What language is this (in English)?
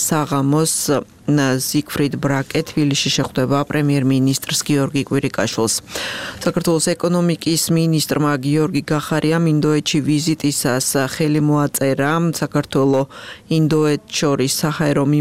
Georgian